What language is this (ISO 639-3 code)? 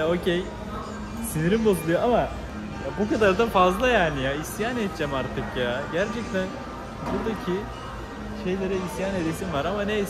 tur